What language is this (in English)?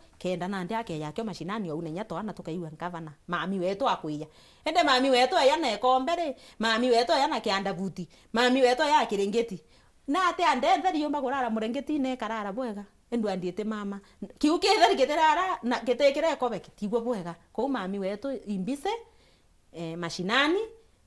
Meru